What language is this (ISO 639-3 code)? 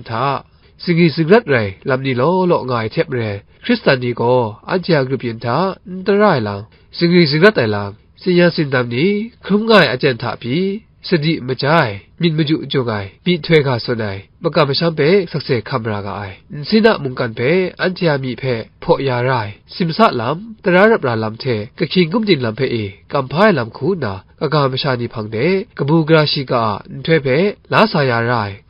kac